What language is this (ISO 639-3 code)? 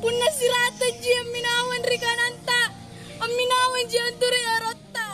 mak